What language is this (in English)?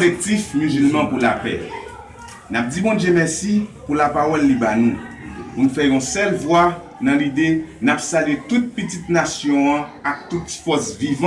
Haitian Creole